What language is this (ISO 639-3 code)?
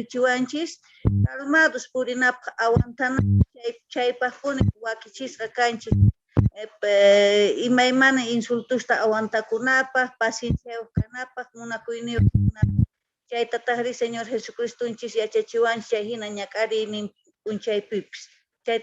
que